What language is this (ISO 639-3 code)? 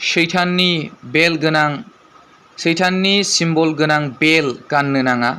brx